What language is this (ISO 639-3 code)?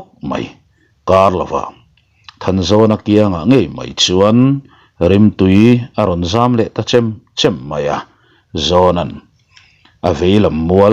lus